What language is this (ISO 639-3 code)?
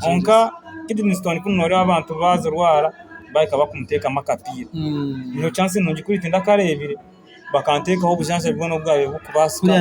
nyn